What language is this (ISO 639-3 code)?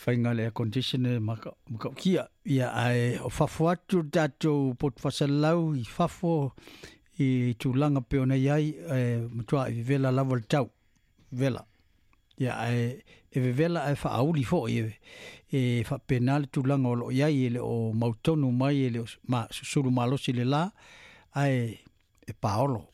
smo